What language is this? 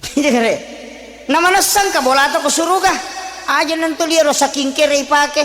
Buginese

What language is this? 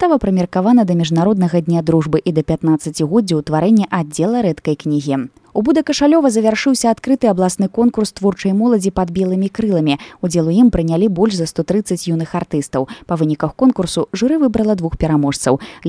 Belarusian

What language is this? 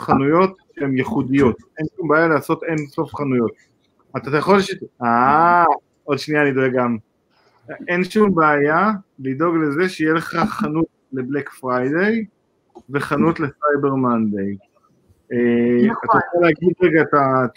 Hebrew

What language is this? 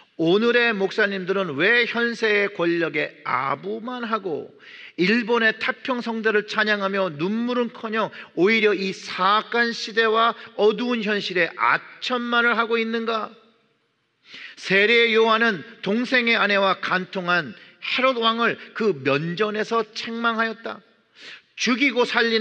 Korean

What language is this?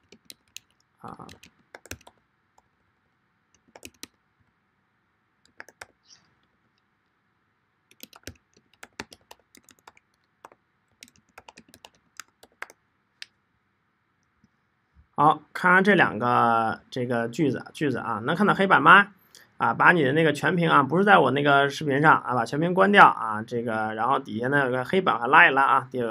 Chinese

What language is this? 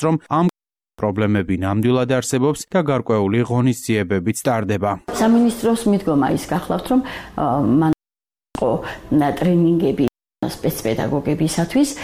Georgian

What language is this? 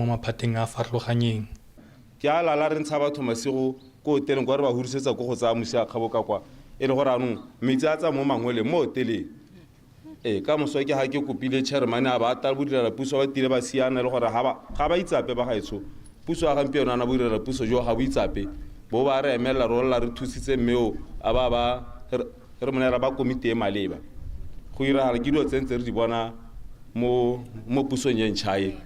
Tswana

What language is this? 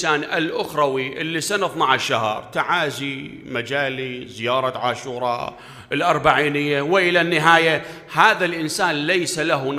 Mesopotamian Arabic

